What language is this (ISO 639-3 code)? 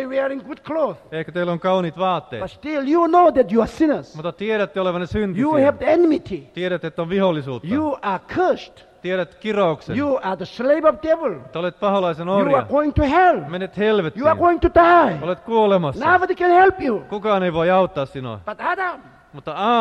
fin